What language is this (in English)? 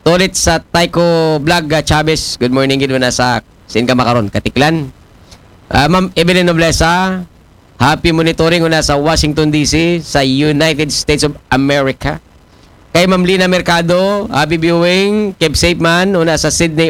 Aklanon